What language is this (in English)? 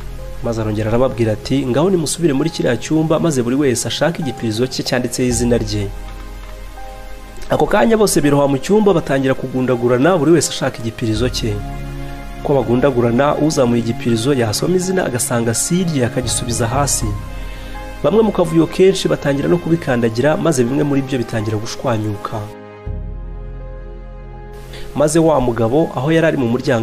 Kinyarwanda